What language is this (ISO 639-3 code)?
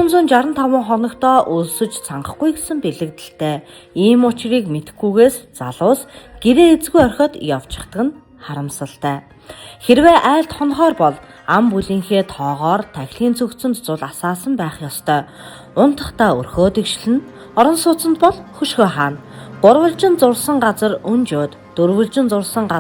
mon